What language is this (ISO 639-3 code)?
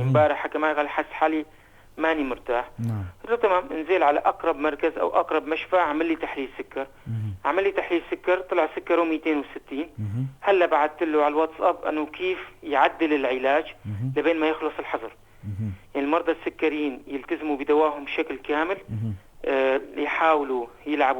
apc